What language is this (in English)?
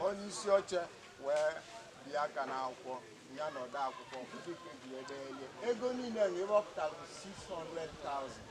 Igbo